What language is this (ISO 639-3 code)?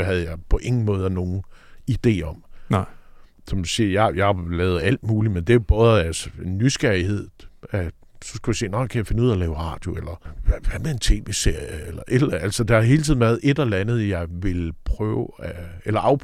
dan